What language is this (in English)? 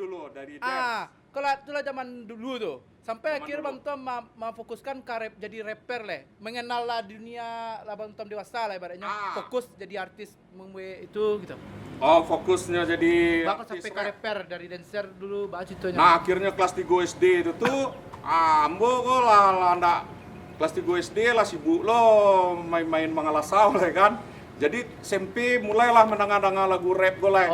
Minangkabau